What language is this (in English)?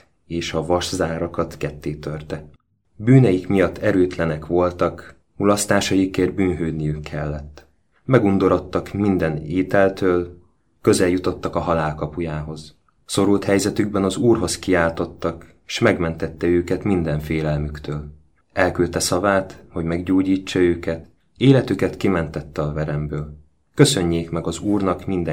Hungarian